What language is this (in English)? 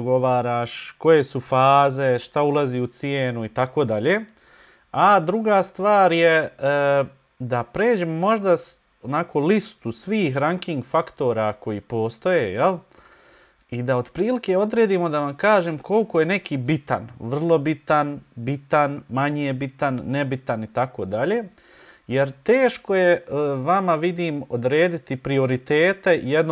Bosnian